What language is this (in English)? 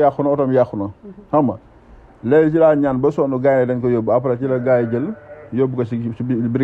Wolof